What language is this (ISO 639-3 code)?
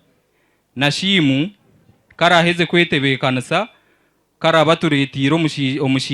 nyn